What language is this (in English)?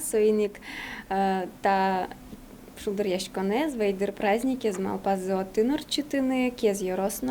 Udmurt